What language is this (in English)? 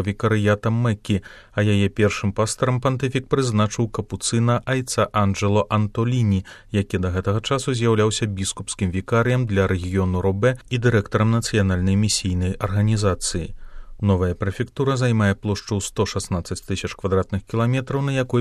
Belarusian